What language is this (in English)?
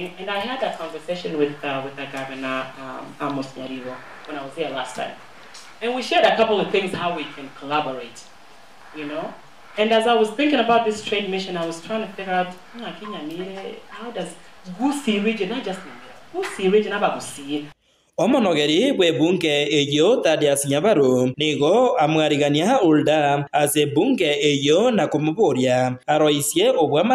Gusii